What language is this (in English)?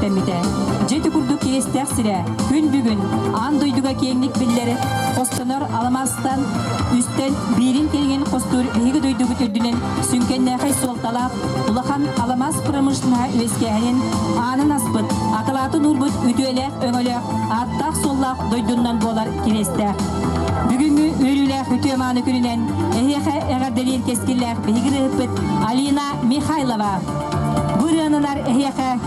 Yakut